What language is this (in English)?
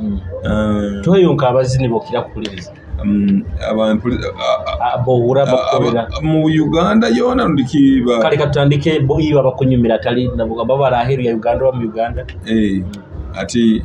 Nyoro